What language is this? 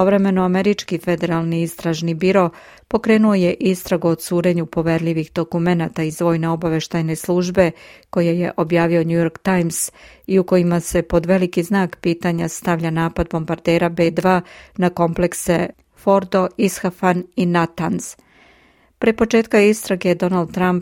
Serbian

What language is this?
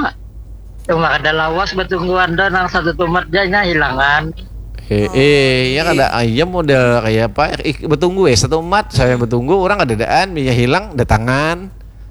Banjar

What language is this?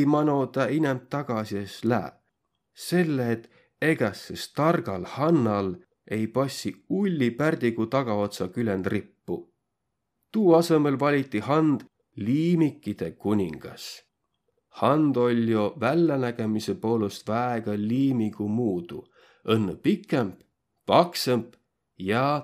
Võro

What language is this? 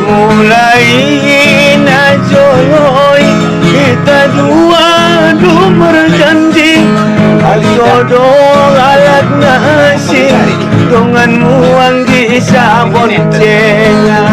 Batak Angkola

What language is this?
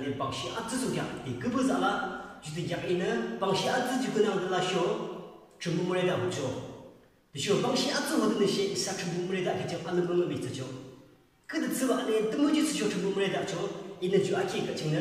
Yimchungru Naga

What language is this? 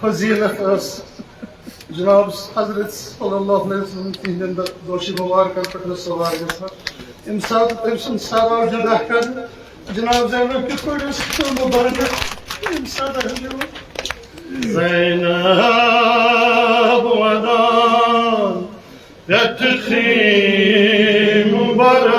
Kashmiri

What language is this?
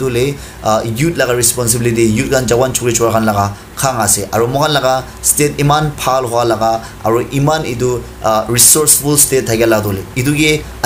Naga Pidgin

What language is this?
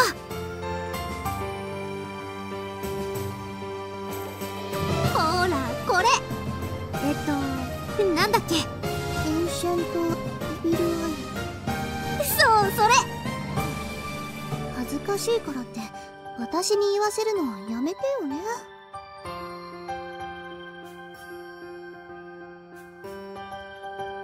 Japanese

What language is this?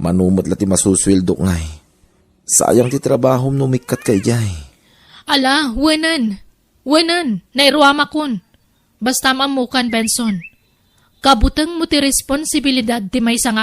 Iloko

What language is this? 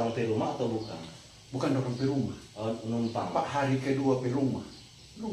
Manado Malay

